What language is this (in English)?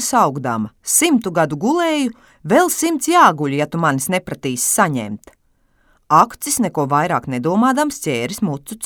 Latvian